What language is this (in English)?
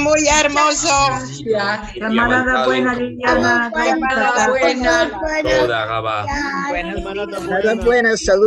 Ladino